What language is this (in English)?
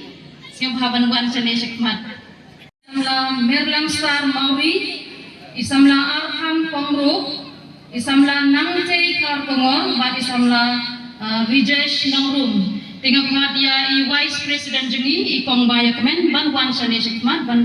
Khasi